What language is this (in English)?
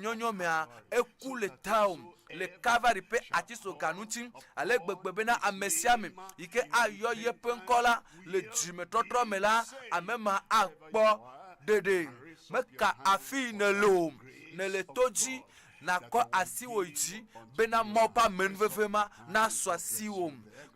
Ewe